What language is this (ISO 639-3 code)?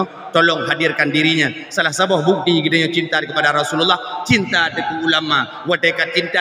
ace